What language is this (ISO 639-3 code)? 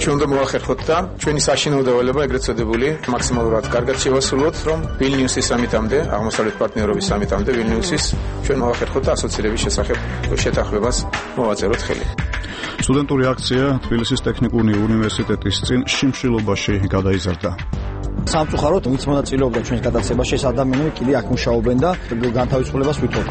kat